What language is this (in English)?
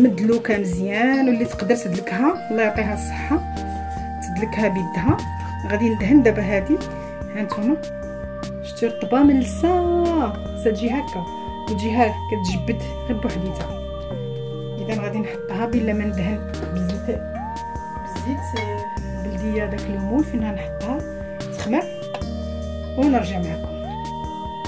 Moroccan Arabic